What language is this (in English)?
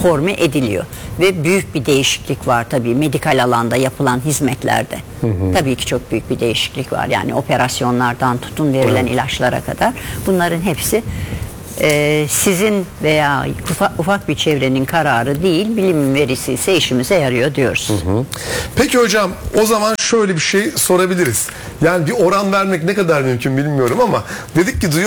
Turkish